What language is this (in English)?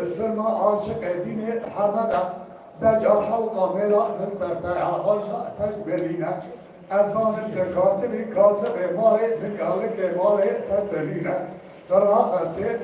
Kurdish